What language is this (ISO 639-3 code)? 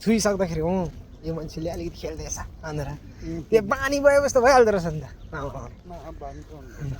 nep